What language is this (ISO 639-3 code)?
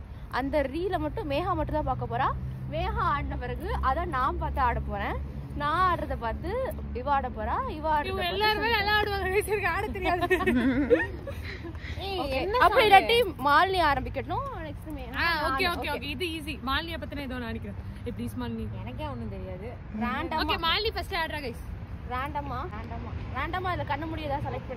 tam